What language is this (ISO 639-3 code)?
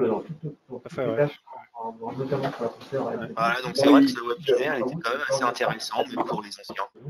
fra